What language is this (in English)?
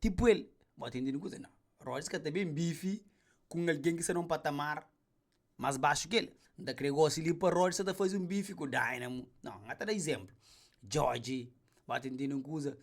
Kabuverdianu